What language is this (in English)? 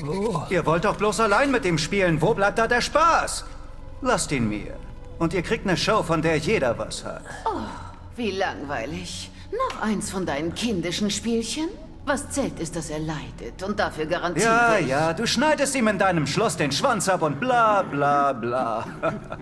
Bavarian